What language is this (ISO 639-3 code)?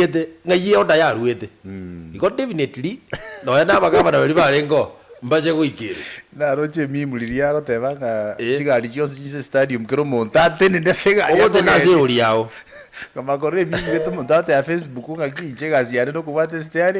guz